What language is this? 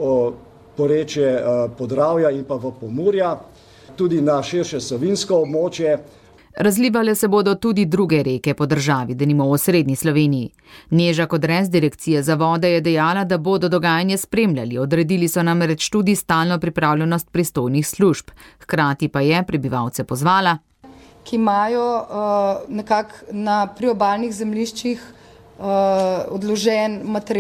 Slovenian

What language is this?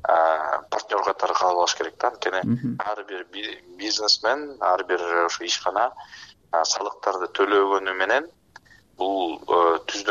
Kyrgyz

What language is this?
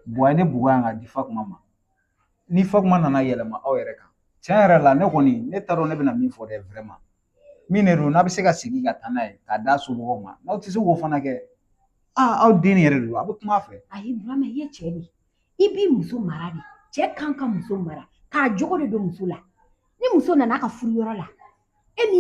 Bambara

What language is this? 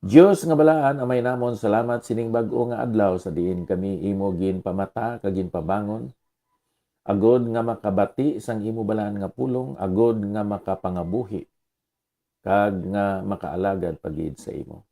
Hiligaynon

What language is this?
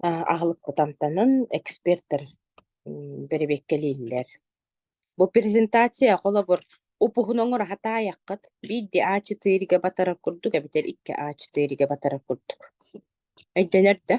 Yakut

